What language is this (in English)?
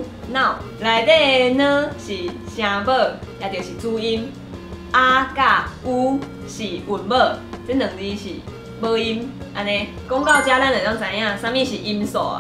Min Nan Chinese